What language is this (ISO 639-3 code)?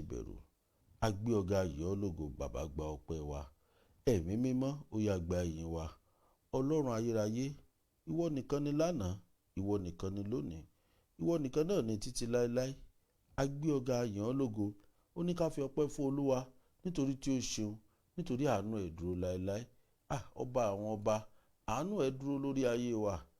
yor